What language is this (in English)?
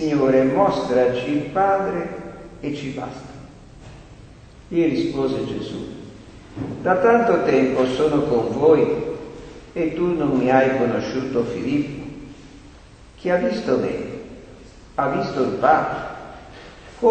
Italian